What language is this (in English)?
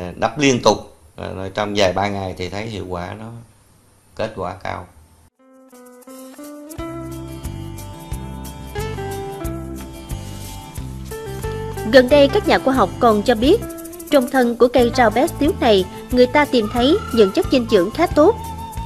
Vietnamese